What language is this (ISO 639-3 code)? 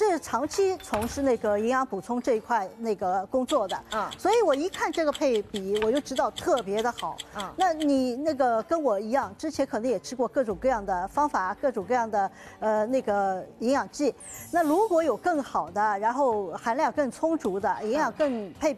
zho